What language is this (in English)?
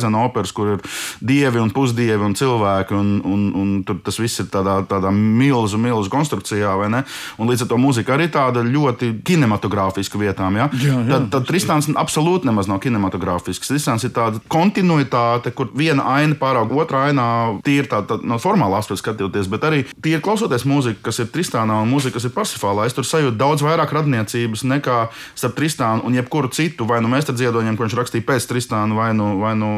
Latvian